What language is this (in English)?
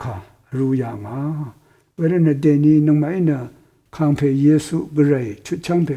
Rawang